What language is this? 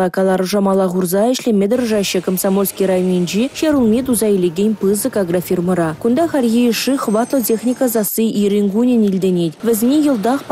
Chuvash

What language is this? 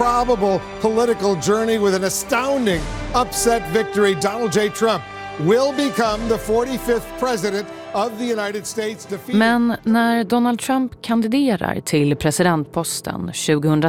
Swedish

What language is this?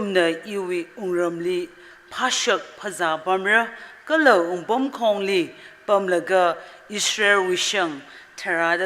Tangkhul Naga (India)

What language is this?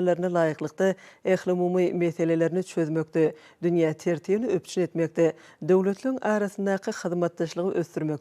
Turkmen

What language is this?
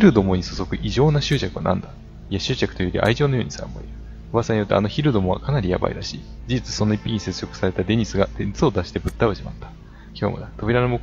Japanese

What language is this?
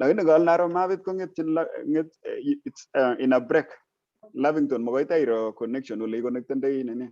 Kalenjin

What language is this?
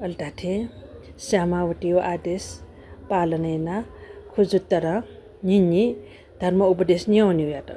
Newari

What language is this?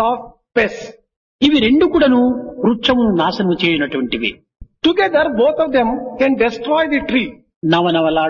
Telugu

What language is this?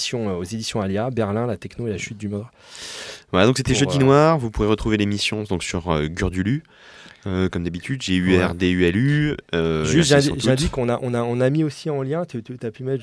French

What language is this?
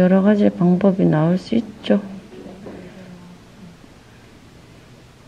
Korean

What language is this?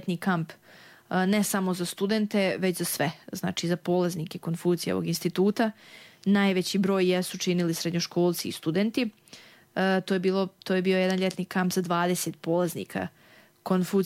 Serbian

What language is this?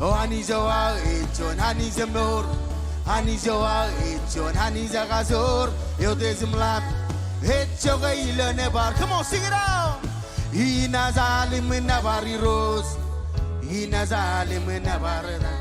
Marshallese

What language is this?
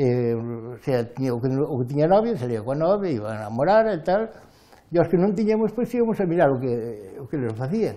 Galician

